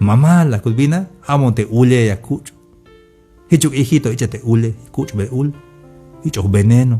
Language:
Tzeltal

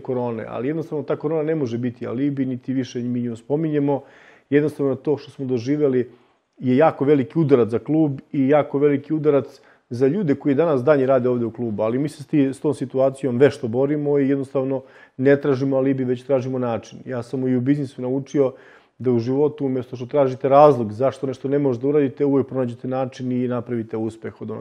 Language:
Serbian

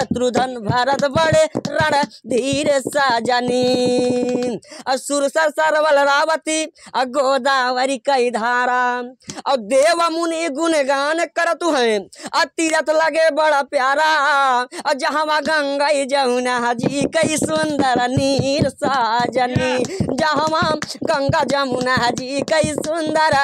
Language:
Bhojpuri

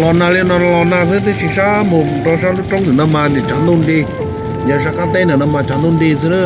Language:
Hmong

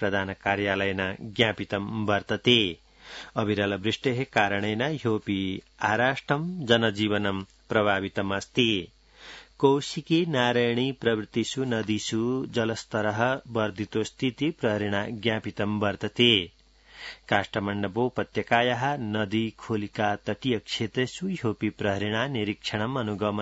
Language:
Sanskrit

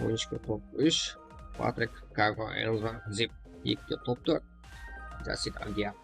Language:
Kara-Kalpak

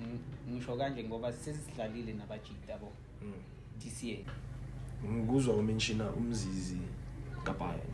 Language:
Zulu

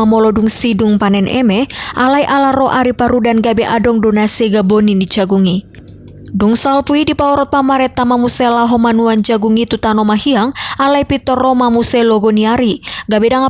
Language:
Batak Toba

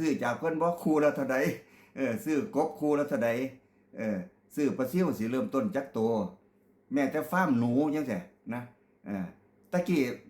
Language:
Lao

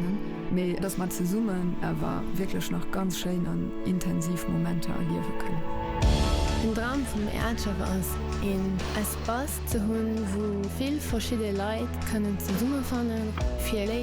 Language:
Luxembourgish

